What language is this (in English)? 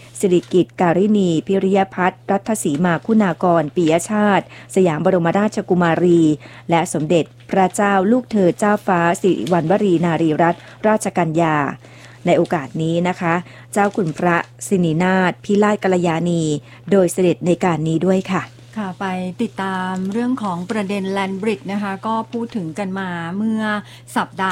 Thai